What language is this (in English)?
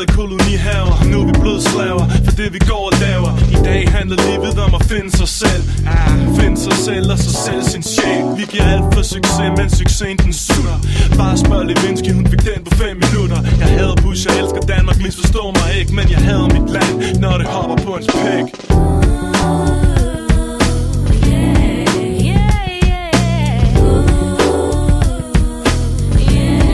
Danish